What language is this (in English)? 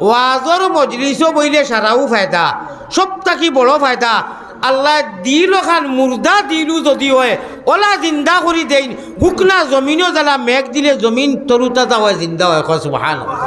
Sylheti